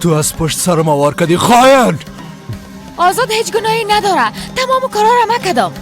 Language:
Persian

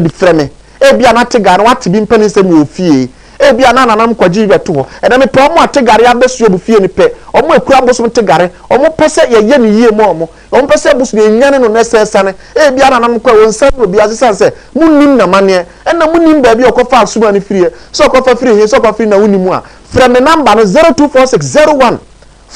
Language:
Akan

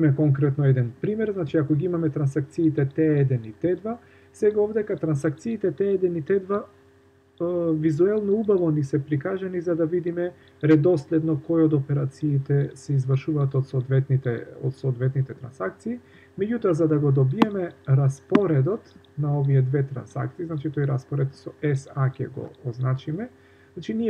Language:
Macedonian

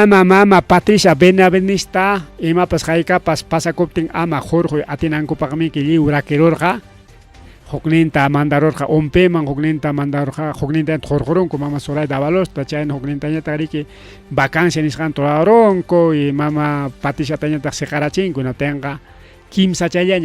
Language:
Ayacucho Quechua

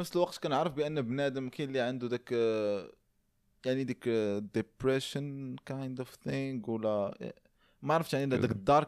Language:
Moroccan Arabic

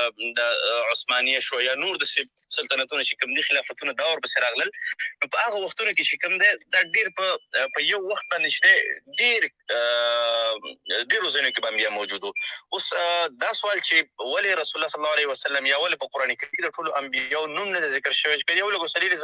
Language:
Pashto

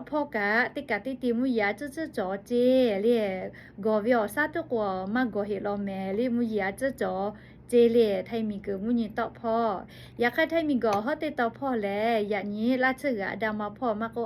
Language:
Lahu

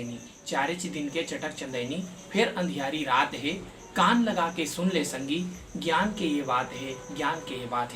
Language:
Chhattisgarhi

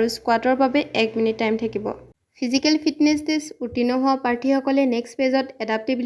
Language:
Assamese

